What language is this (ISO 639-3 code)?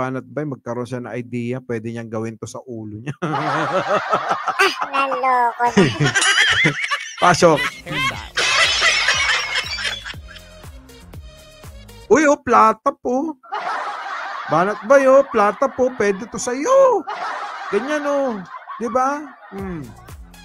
fil